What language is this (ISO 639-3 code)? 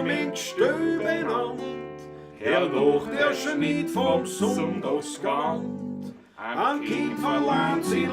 bar